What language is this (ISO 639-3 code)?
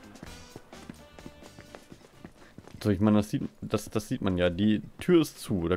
deu